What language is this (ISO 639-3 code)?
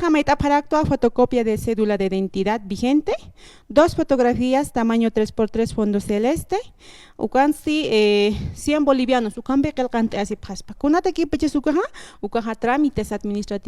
aym